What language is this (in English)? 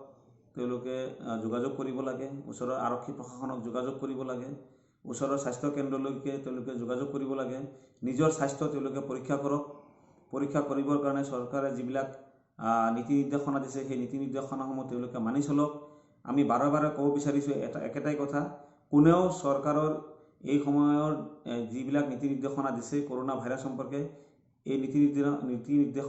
Assamese